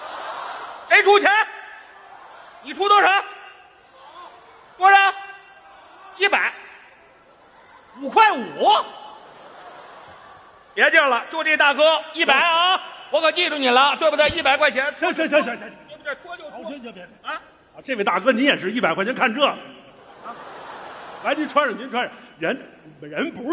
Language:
Chinese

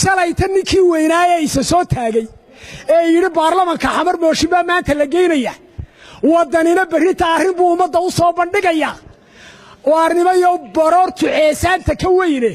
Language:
Somali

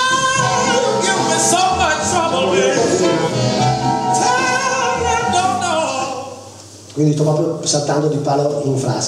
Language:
Italian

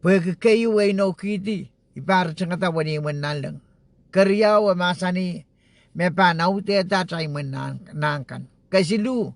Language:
Pohnpeian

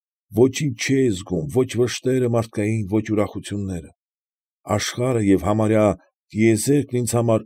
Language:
Armenian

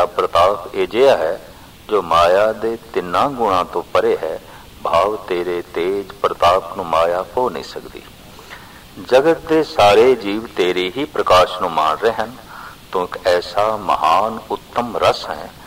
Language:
Punjabi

